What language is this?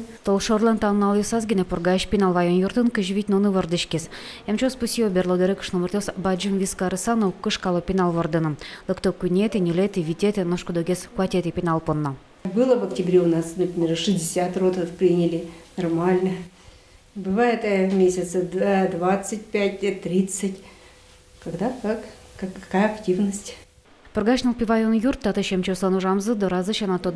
Udmurt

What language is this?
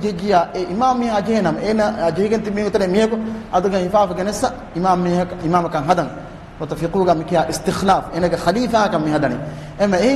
Divehi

